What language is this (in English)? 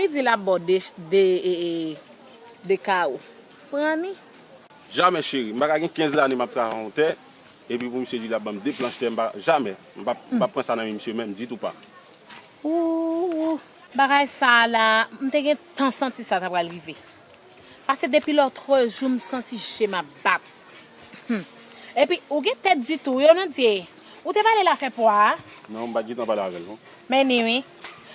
Haitian Creole